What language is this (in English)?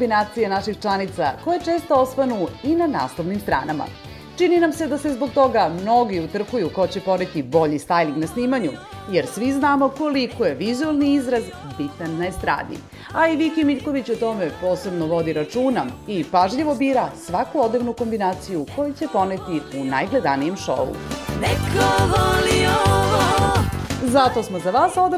Serbian